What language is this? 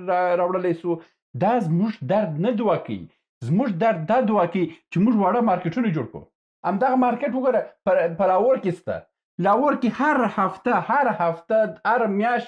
Pashto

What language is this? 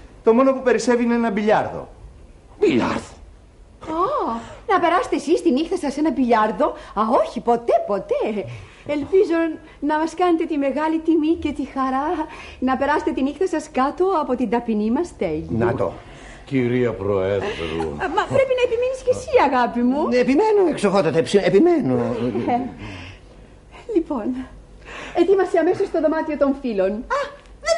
Greek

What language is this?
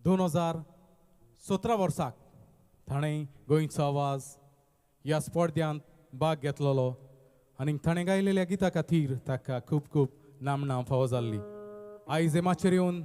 Konkani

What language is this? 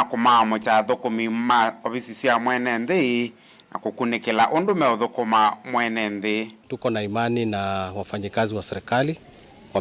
Kamba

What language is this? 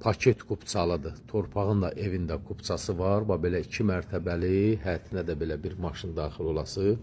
Azerbaijani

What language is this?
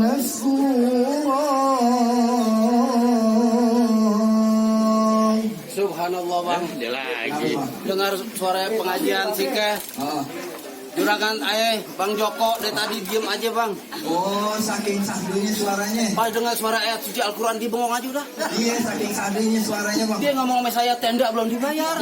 Betawi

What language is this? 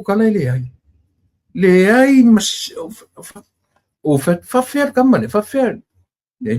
Samoan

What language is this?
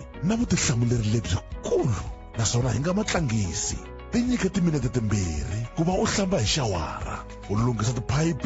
Tsonga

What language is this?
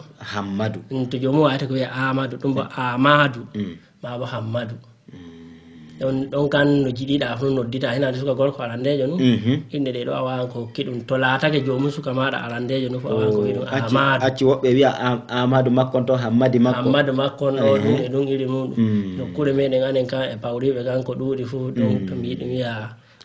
Fula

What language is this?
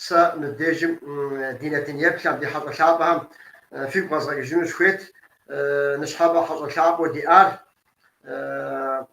Kabardian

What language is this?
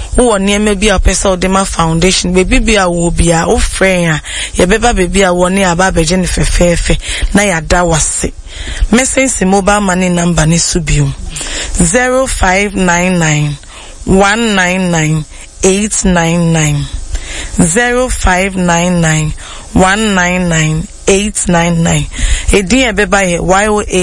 Akan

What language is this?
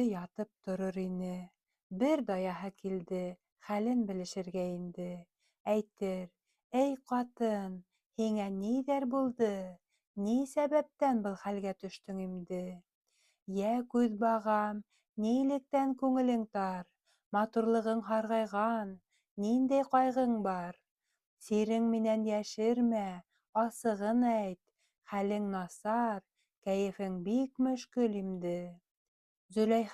Bashkir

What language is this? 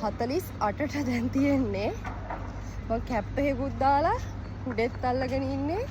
Sinhala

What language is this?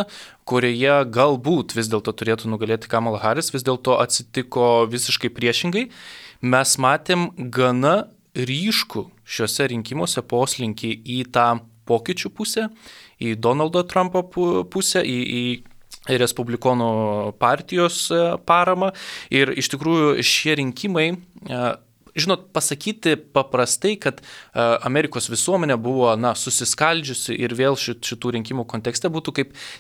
Lithuanian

